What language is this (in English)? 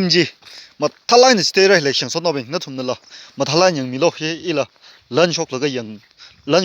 Tangkhul Naga (India)